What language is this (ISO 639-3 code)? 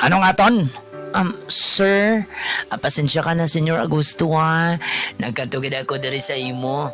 hil